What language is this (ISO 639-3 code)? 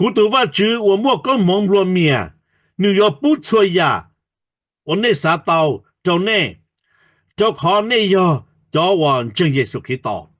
hmn